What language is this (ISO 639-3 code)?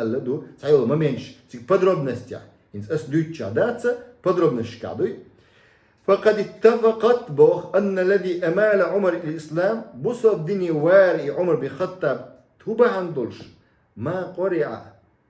che